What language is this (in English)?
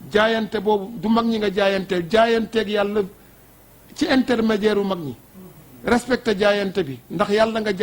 Wolof